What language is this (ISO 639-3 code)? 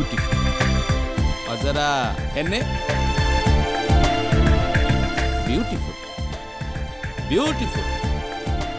bho